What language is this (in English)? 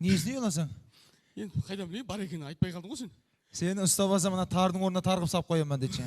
Kara-Kalpak